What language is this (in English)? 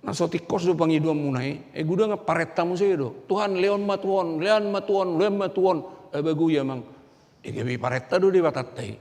Batak Toba